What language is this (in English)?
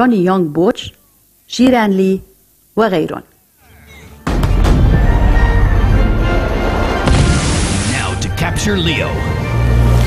North Levantine Arabic